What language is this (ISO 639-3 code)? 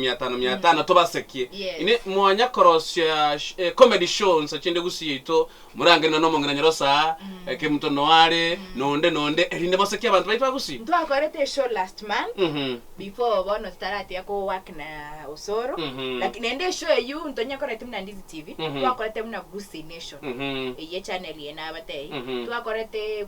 guz